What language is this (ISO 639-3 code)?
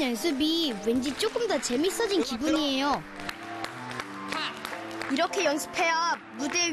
kor